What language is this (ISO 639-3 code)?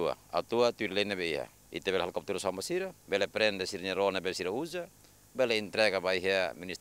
tet